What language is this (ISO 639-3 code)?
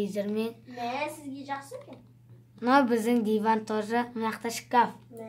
kaz